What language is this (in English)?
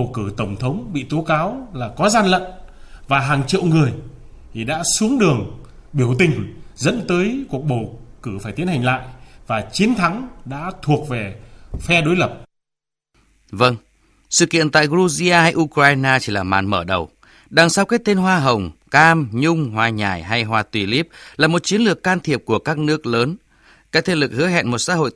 Vietnamese